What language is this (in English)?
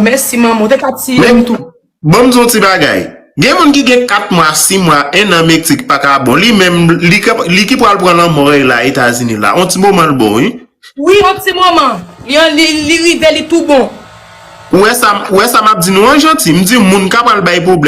Haitian Creole